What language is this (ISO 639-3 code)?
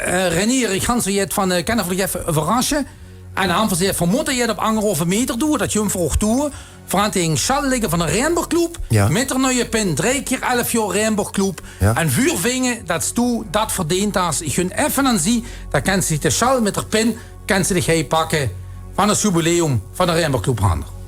lim